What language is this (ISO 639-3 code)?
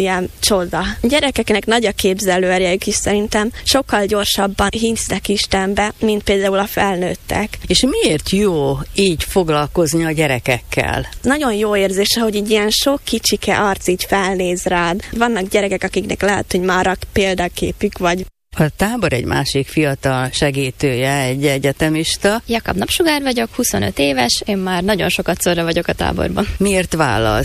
hun